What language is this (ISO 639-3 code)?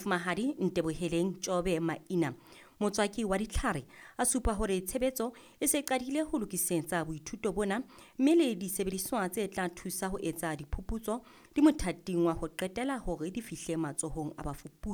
sot